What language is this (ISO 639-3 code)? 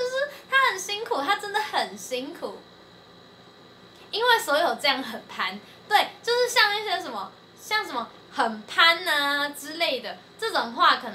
zho